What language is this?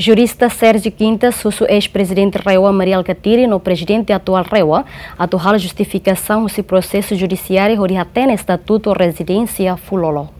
Tetum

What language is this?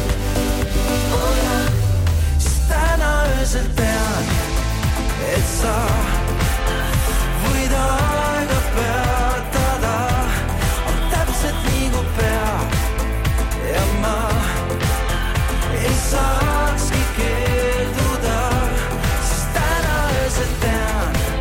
Estonian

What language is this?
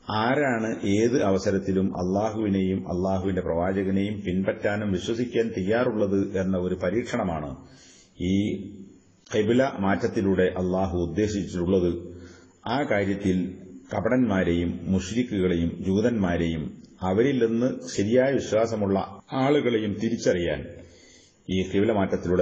Malayalam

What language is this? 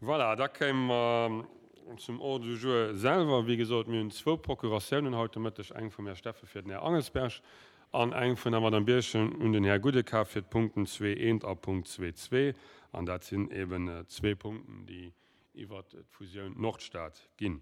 Luxembourgish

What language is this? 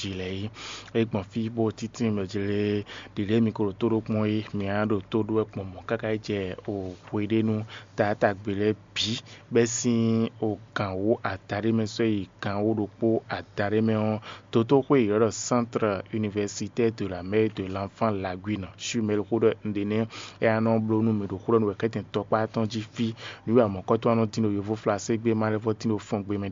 Fon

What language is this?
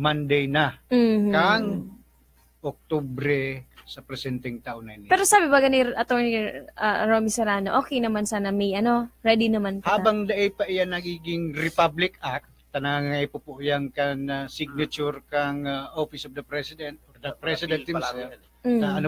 Bikol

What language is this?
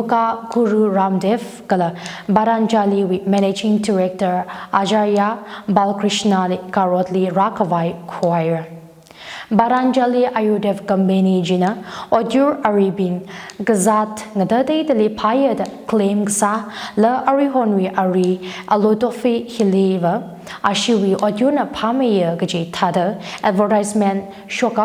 Tangkhul Naga (India)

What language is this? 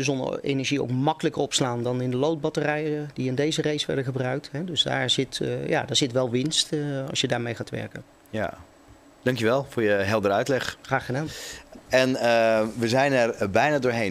Dutch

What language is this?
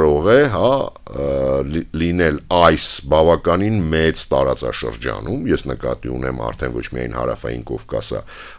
Armenian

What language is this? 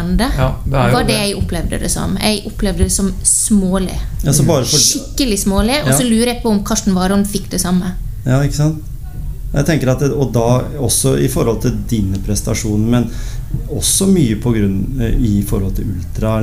Norwegian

